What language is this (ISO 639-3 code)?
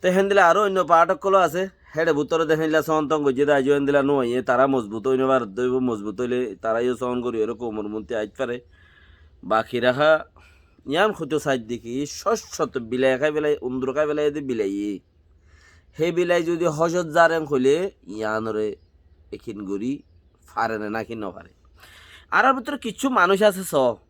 rhg